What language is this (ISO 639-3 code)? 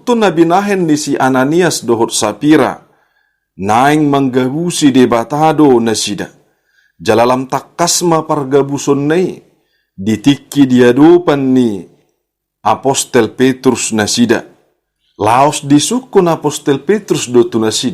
bbc